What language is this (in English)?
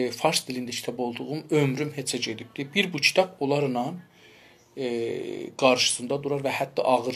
South Azerbaijani